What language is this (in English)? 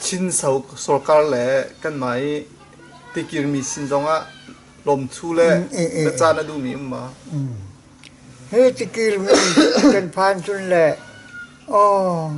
Hakha Chin